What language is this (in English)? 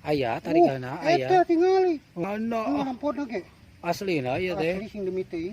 Sundanese